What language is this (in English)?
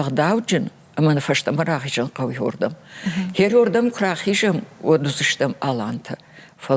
Ossetic